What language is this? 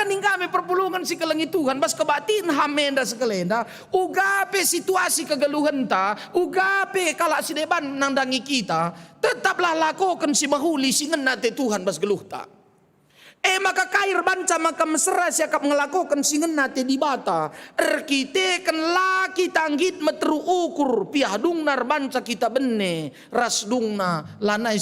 Batak Karo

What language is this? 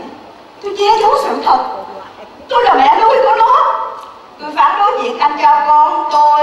Vietnamese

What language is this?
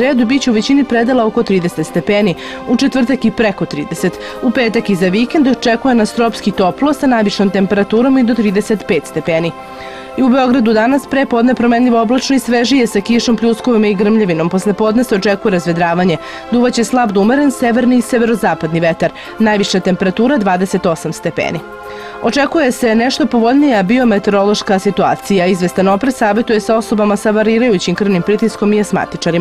Serbian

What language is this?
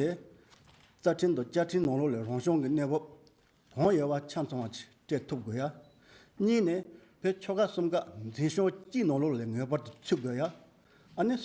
Tibetan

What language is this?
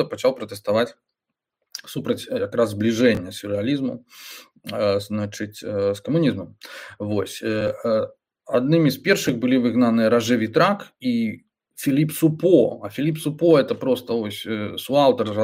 Belarusian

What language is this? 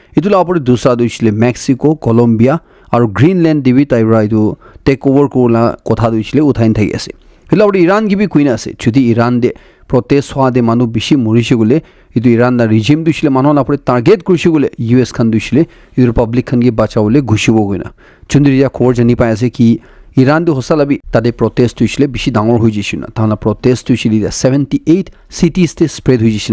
Naga Pidgin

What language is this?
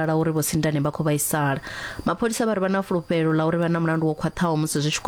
Venda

